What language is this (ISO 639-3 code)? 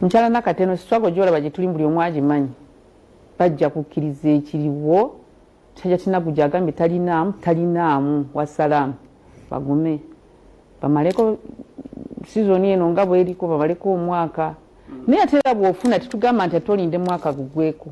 lug